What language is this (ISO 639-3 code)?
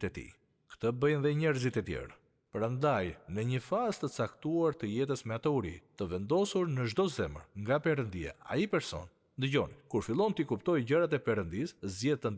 sqi